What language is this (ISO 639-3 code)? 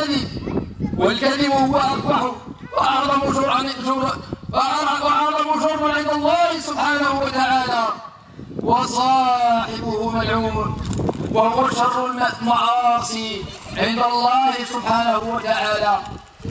ara